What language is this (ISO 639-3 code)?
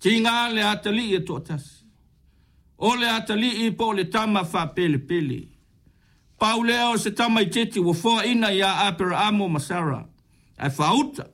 smo